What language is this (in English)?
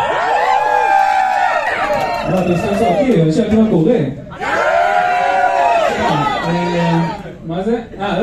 Hebrew